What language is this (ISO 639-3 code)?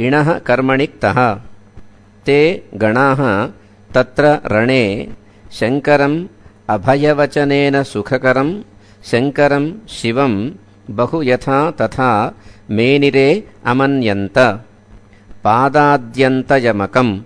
san